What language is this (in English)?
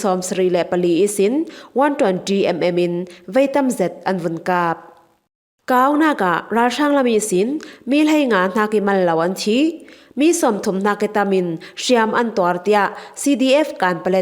Falam Chin